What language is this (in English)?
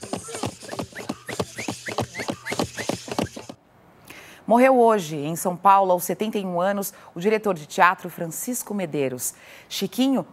Portuguese